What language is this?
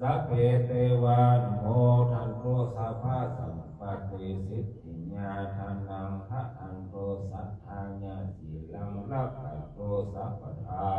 Pali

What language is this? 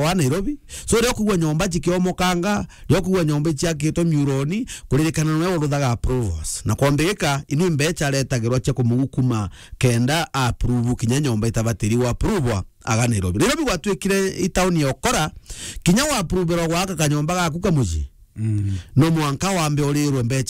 Meru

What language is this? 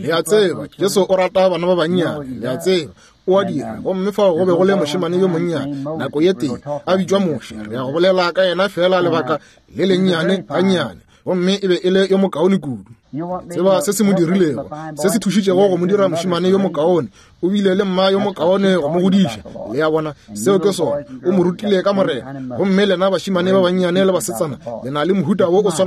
Northern Sotho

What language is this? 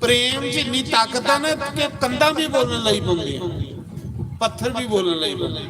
Dogri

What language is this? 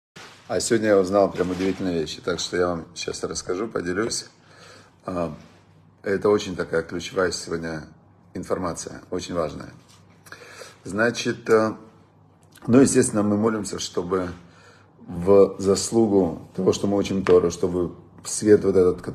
Russian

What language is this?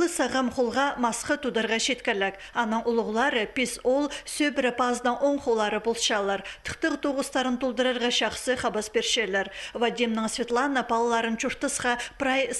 Khakas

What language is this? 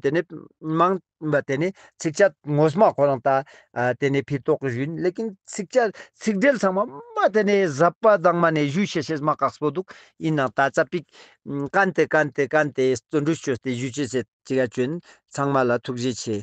Ladakhi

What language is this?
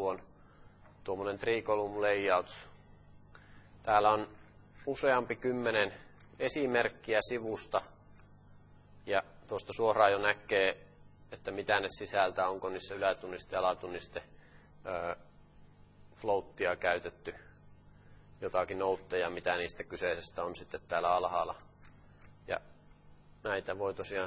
Finnish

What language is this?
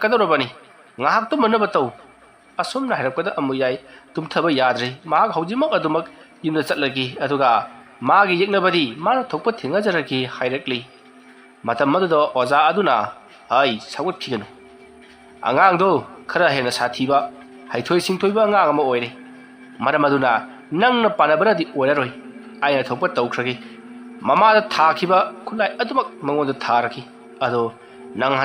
Manipuri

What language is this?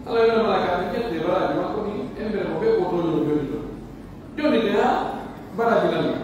Pular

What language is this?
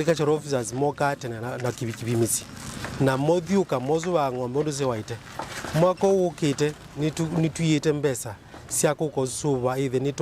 Kamba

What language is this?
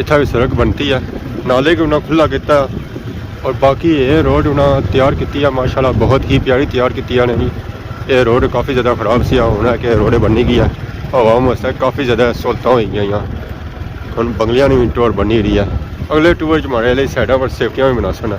Pahari-Potwari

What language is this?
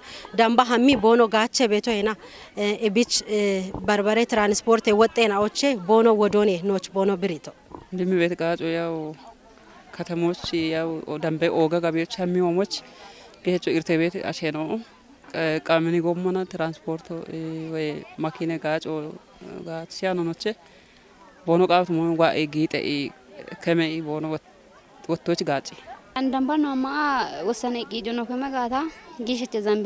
Kafa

